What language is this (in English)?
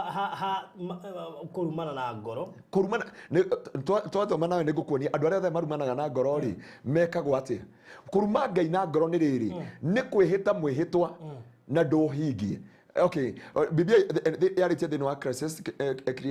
Kikuyu